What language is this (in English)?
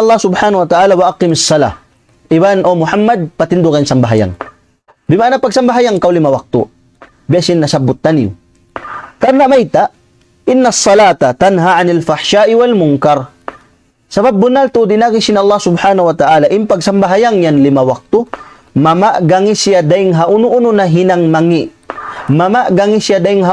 Tausug